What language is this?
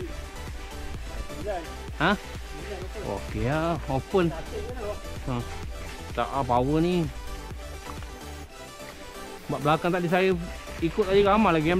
Malay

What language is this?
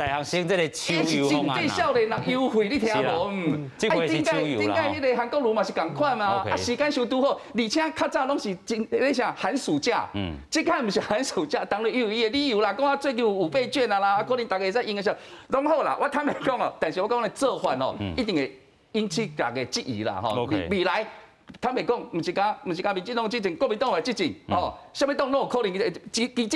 Min Nan Chinese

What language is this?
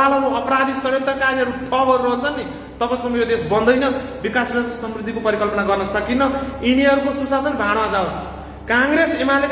Nepali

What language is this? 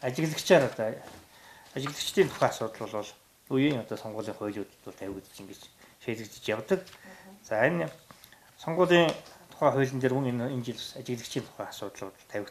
Mongolian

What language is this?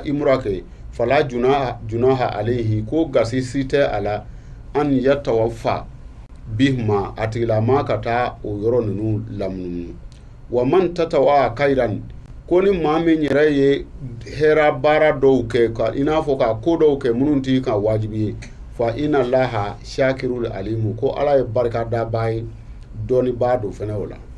Bambara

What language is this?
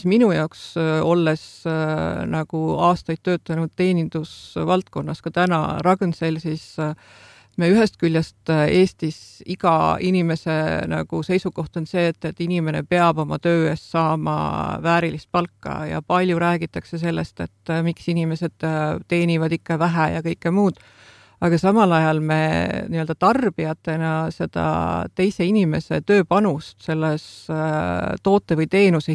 Estonian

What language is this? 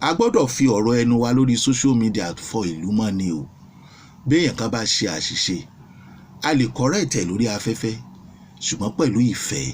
Yoruba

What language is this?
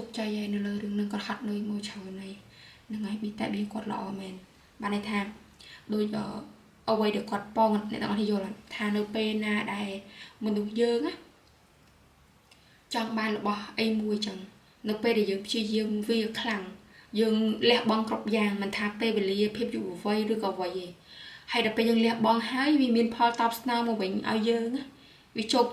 Khmer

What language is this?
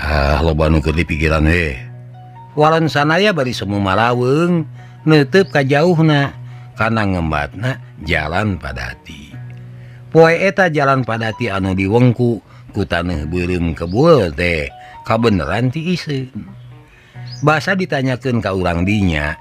Sundanese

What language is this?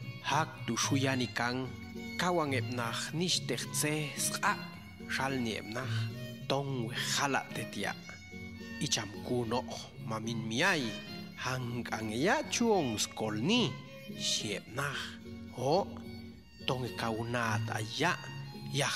Popti'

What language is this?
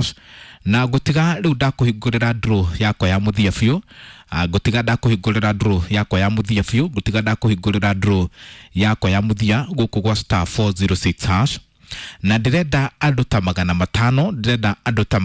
Kikuyu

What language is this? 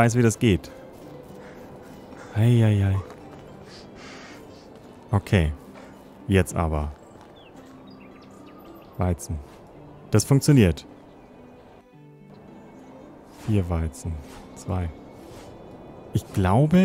German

